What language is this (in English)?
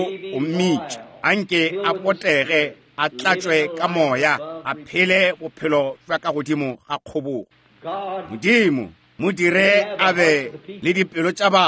Northern Sotho